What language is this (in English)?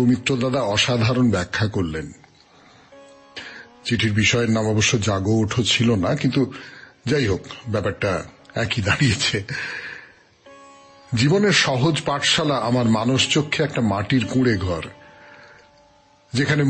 Bangla